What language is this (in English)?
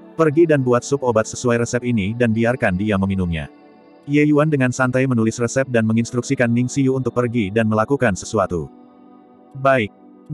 Indonesian